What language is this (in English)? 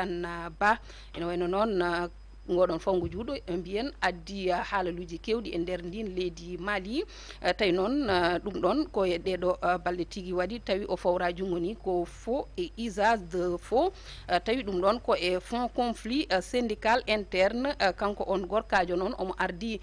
Fula